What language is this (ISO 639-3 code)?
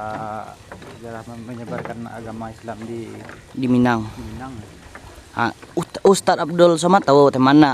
min